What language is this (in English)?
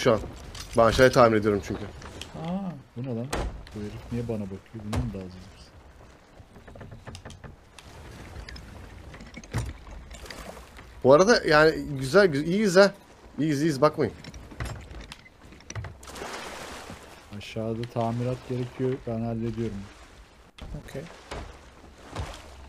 Turkish